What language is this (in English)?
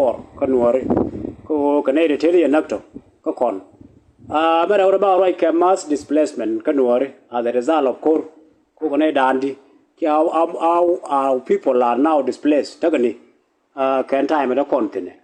Nuer